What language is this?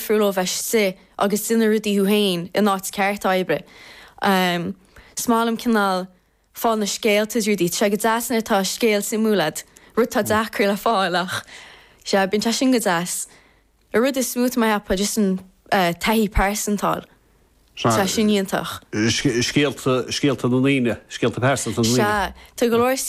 Irish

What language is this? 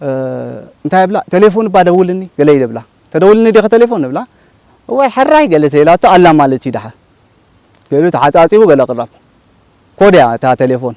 Tigrinya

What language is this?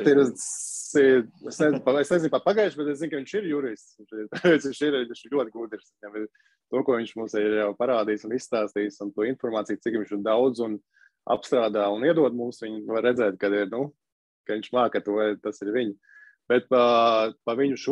Latvian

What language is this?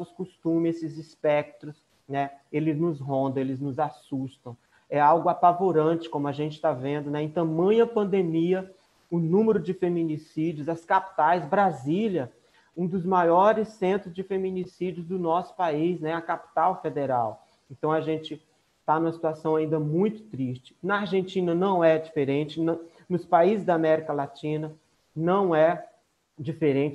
Portuguese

